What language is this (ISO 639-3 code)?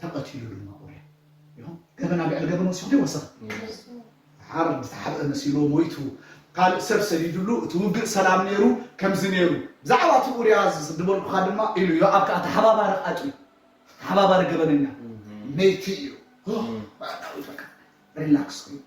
tir